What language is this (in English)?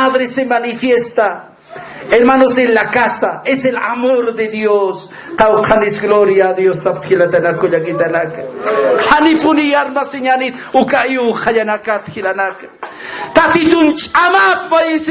Aymara